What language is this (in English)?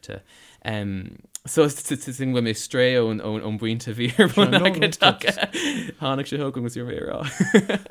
Irish